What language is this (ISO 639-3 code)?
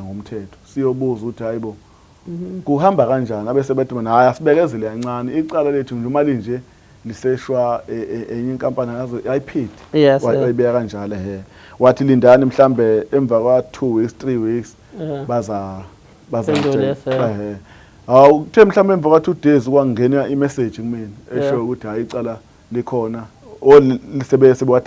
zul